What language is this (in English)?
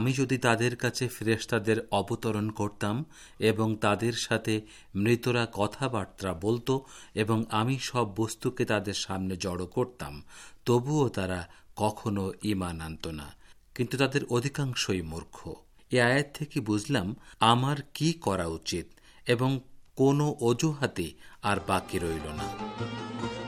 Bangla